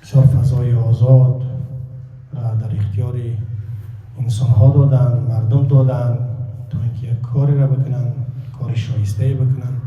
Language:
Tajik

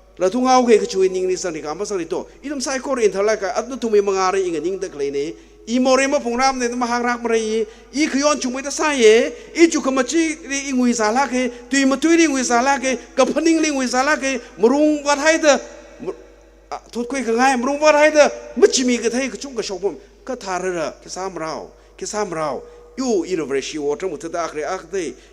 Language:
Tangkhul Naga (India)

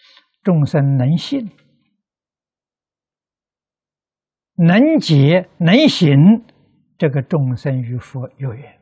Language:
Chinese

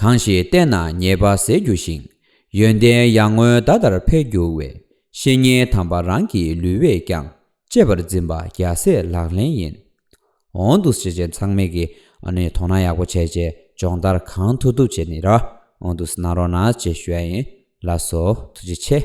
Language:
Tibetan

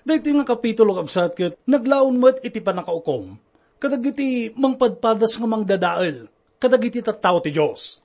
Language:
Iloko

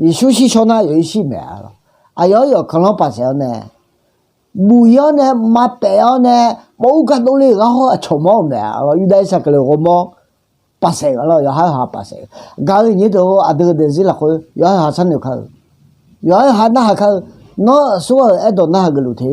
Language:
Akha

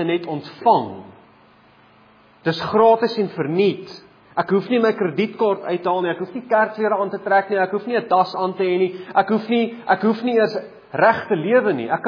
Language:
Afrikaans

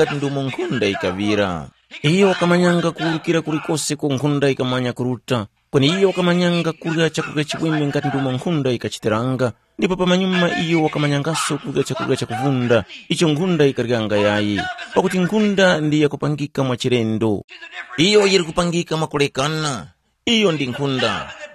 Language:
Tumbuka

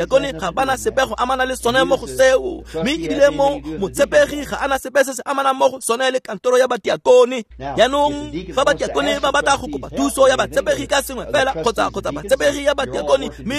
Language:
Tswana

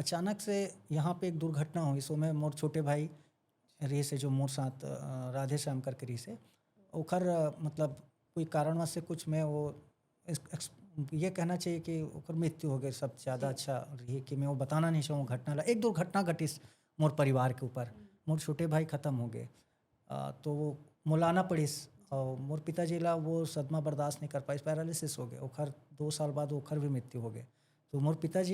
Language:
Chhattisgarhi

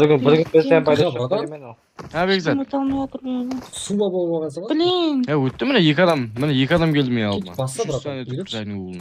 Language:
Kara-Kalpak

